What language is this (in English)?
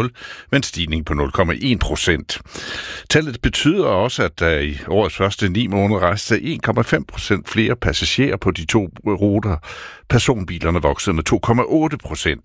Danish